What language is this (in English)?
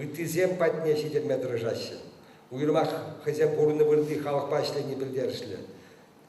Chuvash